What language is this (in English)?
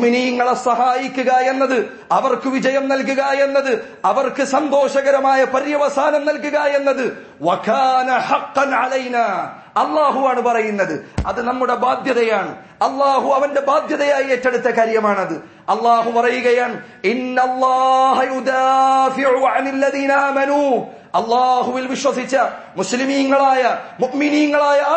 Malayalam